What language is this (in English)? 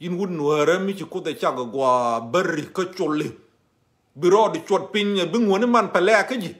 Nuer